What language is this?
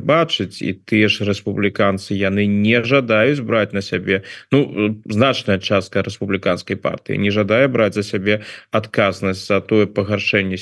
Belarusian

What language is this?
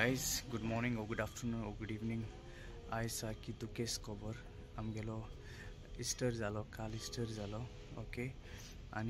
Konkani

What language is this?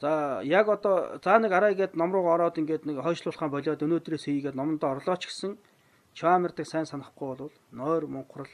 Mongolian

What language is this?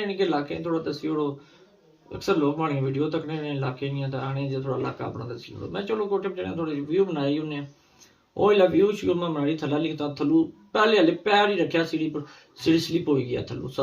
Pahari-Potwari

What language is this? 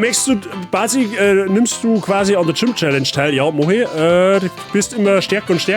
Bavarian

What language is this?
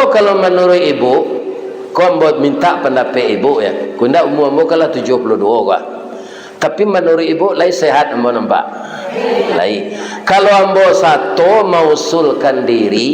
Minangkabau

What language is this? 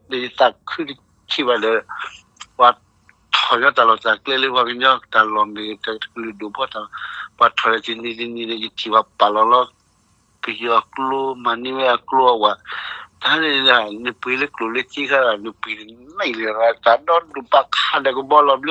S'gaw Karen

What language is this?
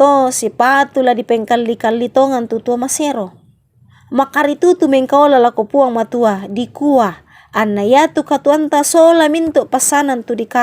Toraja-Sa'dan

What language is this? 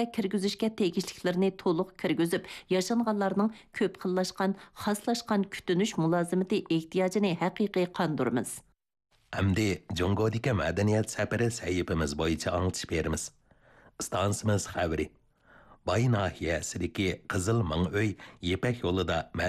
Uyghur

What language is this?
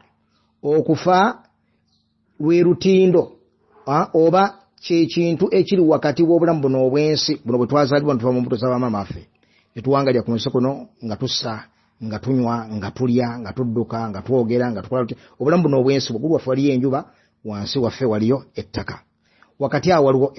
Ganda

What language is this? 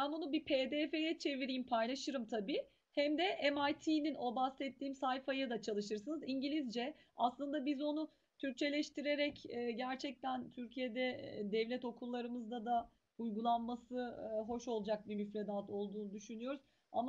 Turkish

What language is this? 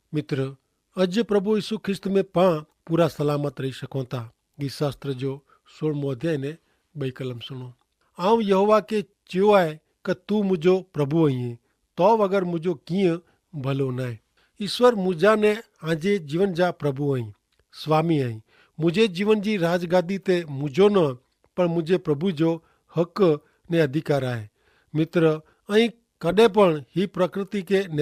Kachhi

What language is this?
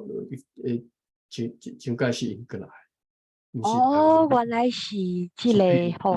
Min Nan Chinese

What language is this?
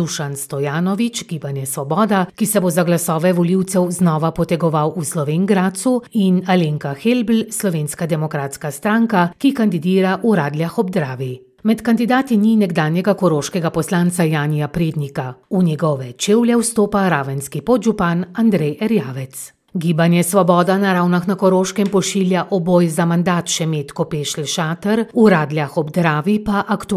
Slovenian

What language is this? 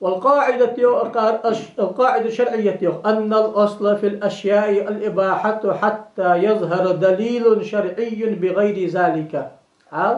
Ingush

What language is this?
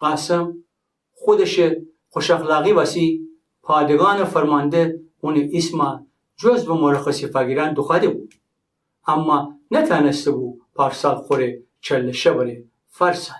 Gilaki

